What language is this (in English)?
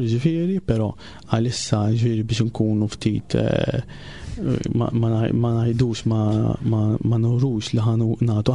Maltese